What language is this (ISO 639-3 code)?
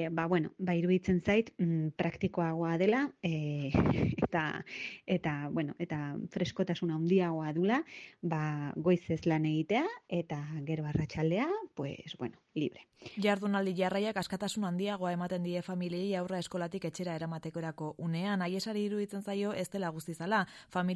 eus